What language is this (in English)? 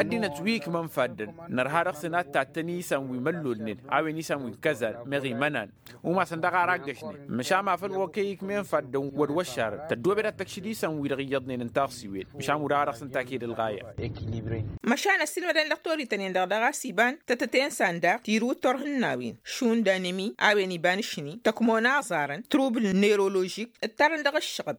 Tamasheq